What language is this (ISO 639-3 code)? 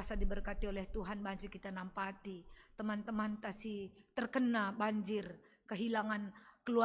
btx